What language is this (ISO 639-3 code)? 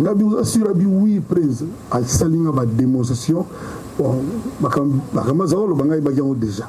lin